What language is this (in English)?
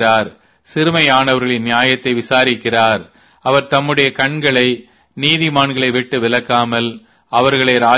Tamil